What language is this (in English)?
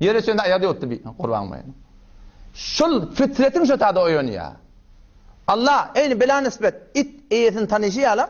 Turkmen